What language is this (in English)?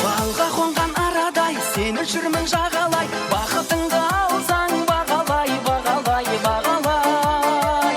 Kara-Kalpak